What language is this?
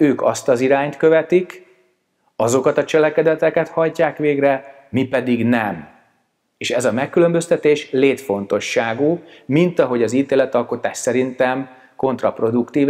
Hungarian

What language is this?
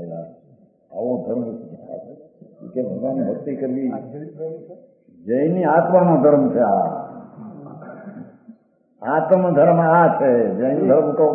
Gujarati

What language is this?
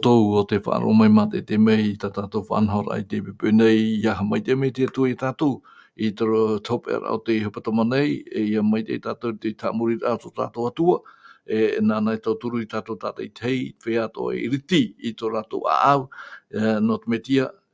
Tahitian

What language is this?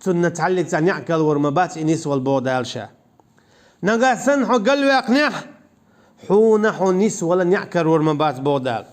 Chechen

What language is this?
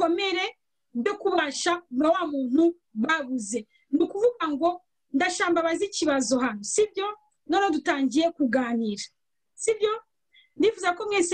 Kinyarwanda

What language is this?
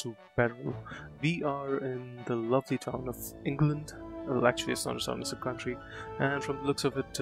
English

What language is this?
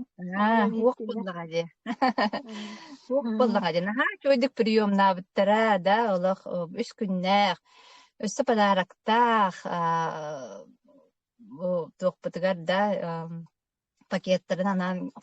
Yakut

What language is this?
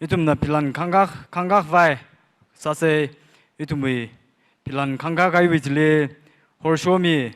Tangkhul Naga (India)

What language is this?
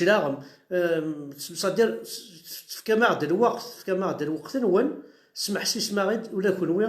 Kabyle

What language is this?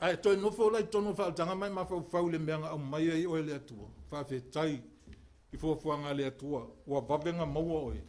Samoan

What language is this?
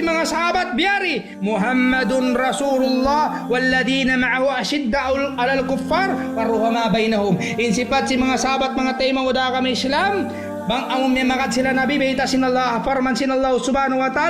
Tausug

